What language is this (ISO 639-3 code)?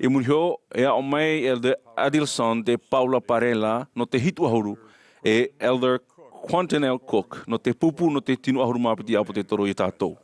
tah